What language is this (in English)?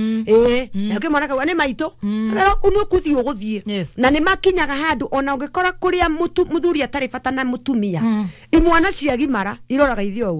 Kikuyu